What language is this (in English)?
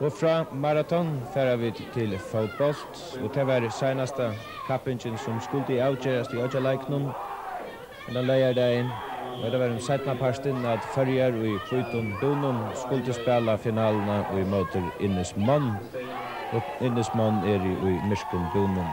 Faroese